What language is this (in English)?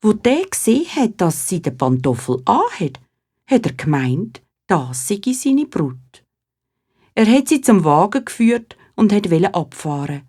Swiss German